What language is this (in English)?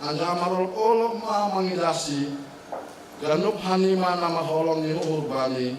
Batak Simalungun